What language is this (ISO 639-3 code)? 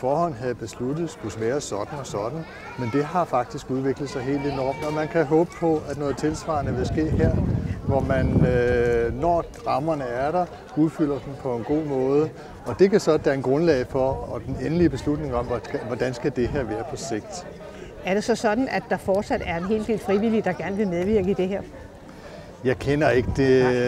dan